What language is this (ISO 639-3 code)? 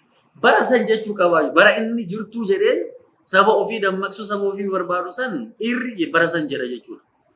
orm